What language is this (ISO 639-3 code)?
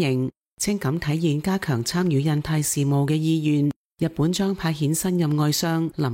yue